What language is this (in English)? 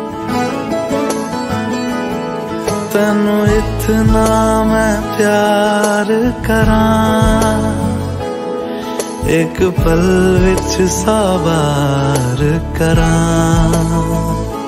Hindi